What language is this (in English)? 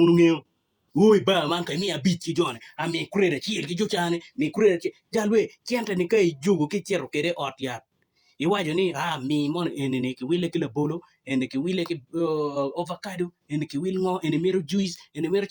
Acoli